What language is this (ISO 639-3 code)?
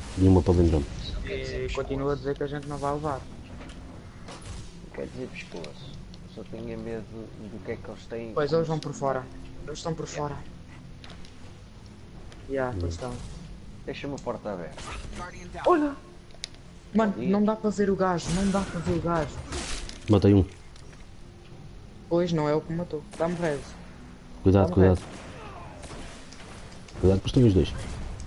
por